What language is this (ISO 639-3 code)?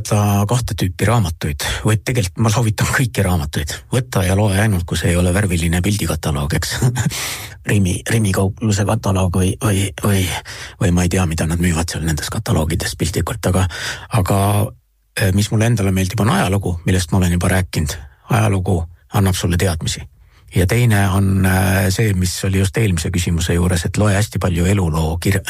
est